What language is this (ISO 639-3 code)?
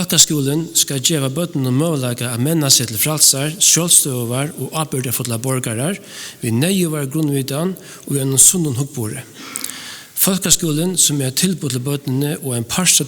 fao